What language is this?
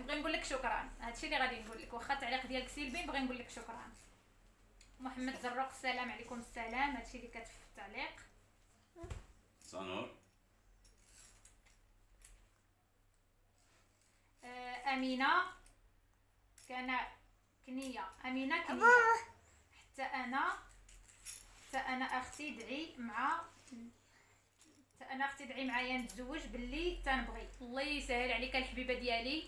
Moroccan Arabic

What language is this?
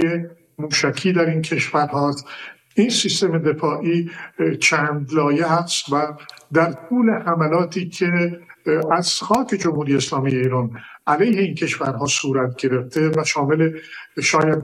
Persian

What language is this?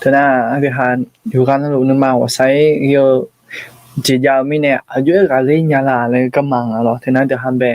Akha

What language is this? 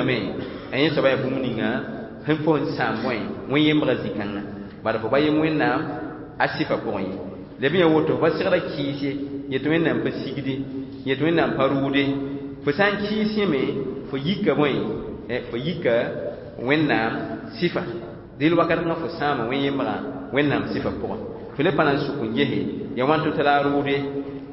Mossi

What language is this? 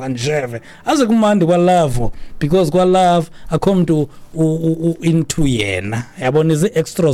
Xhosa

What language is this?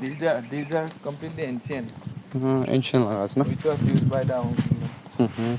Naga Pidgin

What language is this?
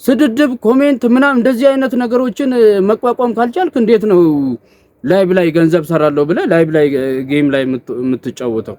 Amharic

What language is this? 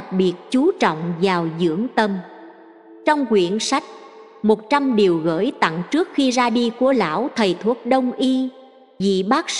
Vietnamese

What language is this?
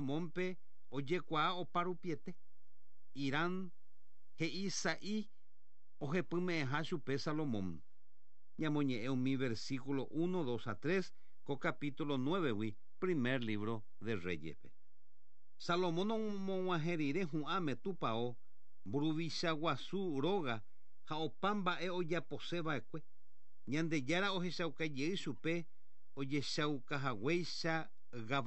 Guarani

